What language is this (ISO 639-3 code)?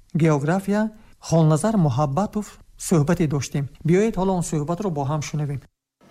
tgk